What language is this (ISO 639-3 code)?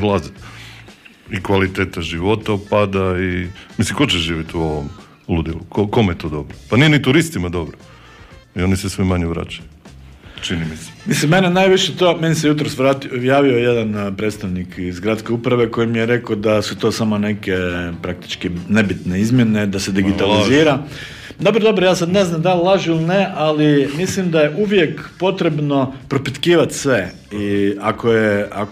hrv